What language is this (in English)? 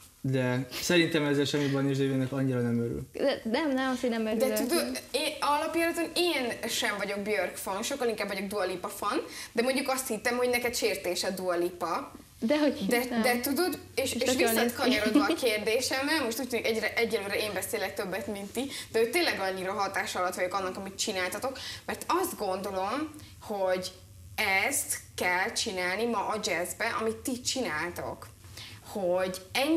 Hungarian